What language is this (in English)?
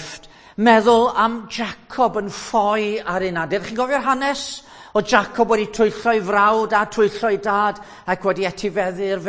Welsh